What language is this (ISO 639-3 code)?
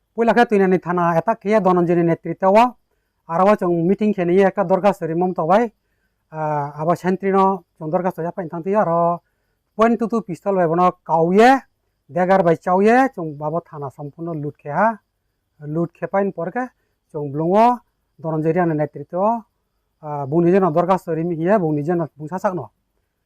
ria